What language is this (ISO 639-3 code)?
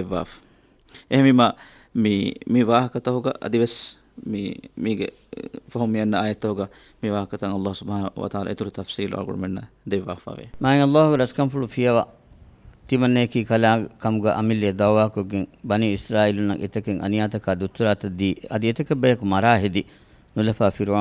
div